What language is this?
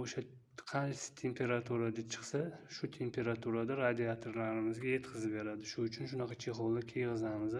Uzbek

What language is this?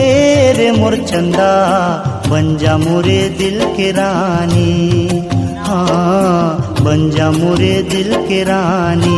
Chhattisgarhi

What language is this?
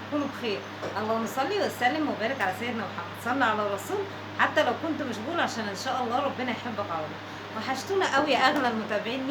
Egyptian Arabic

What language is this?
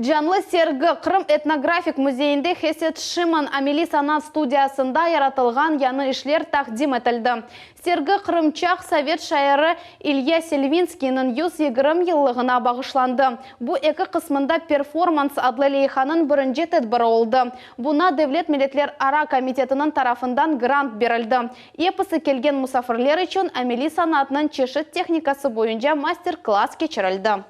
Crimean Tatar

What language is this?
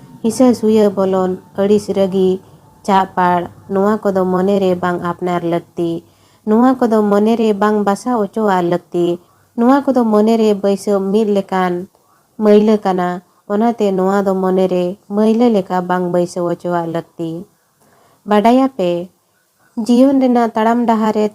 Santali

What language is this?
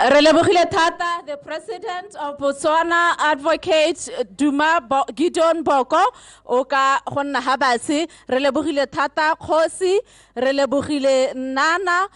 Tswana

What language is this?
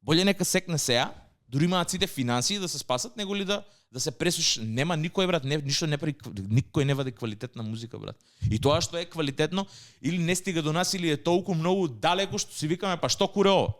Macedonian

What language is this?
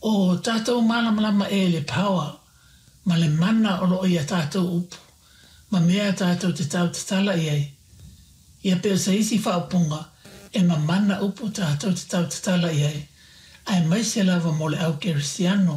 Samoan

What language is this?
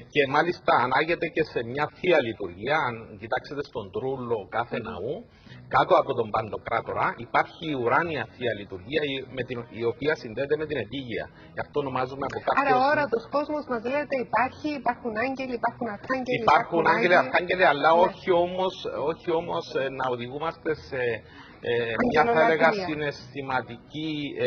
Greek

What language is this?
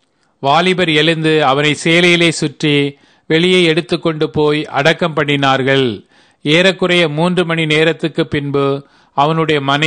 Tamil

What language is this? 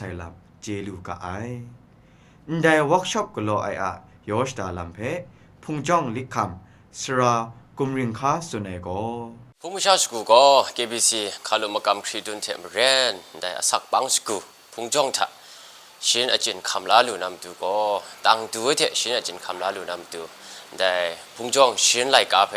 Kachin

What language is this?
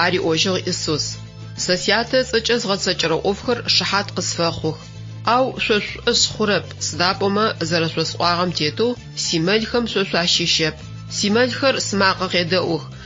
Adyghe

